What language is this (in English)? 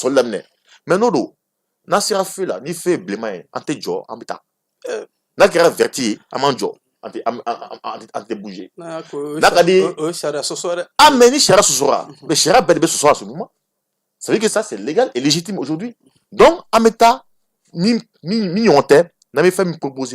Bambara